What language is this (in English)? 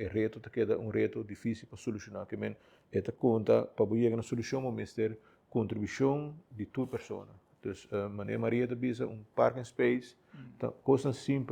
Papiamento